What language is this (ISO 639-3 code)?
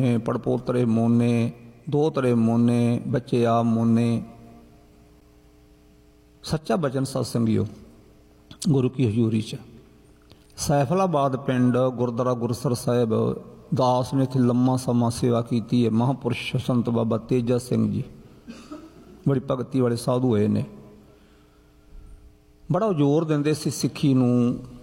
pan